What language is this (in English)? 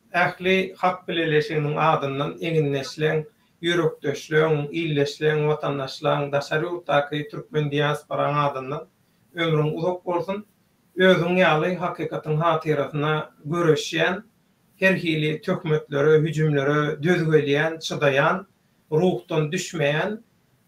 Turkmen